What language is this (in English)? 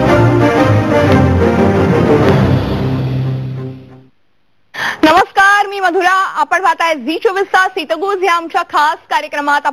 Marathi